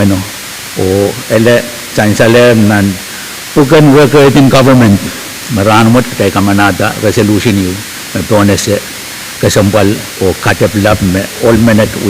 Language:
Pohnpeian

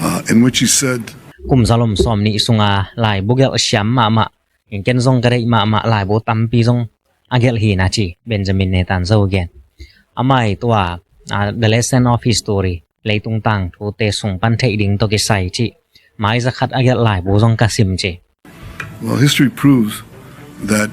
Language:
Tedim Chin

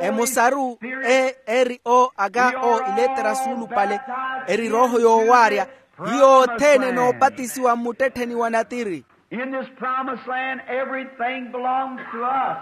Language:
Makhuwa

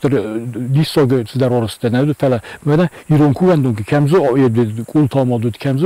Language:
Ossetic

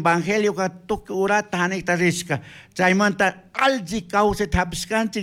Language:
Chimborazo Highland Quichua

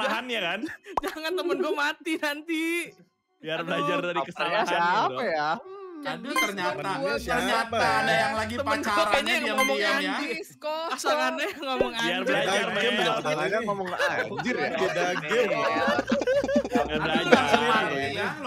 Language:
Indonesian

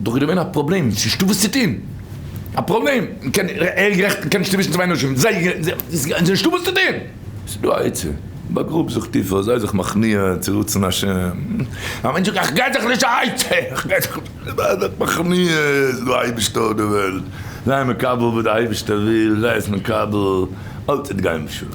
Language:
Yiddish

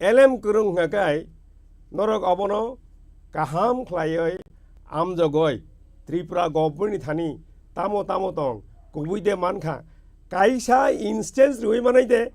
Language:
Kok Borok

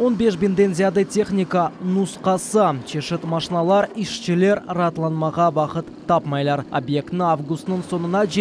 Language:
Crimean Tatar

